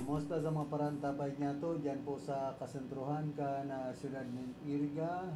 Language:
Bikol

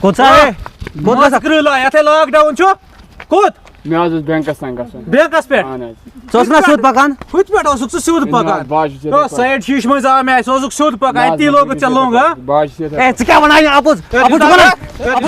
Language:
Kashmiri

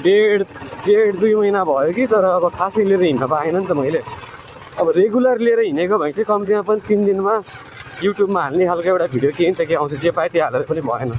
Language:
Nepali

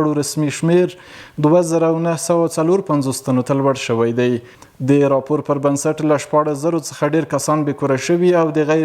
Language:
Pashto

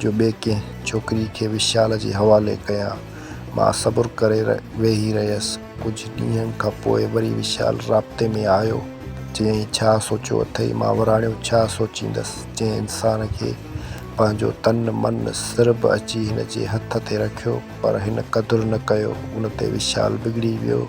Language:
Sindhi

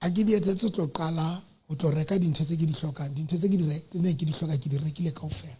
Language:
Southern Sotho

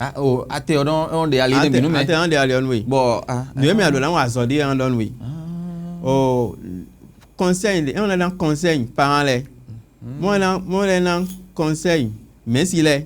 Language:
Fon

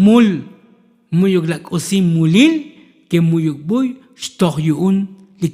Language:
Tzotzil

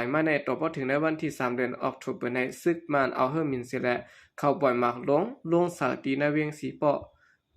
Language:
Shan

